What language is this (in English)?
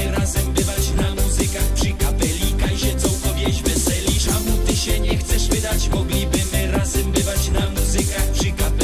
Silesian